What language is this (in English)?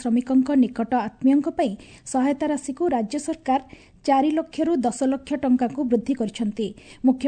Odia